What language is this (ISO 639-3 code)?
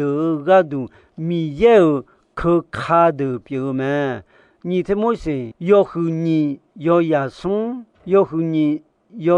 ahk